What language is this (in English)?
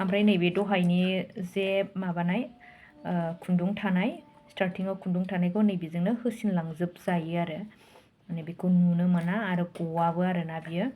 Bodo